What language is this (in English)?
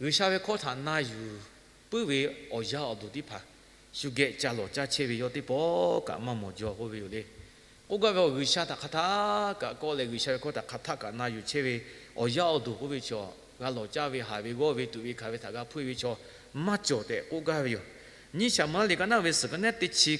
Lahu